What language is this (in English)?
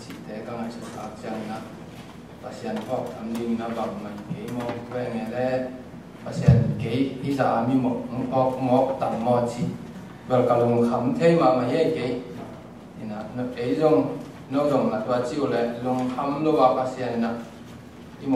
Tedim Chin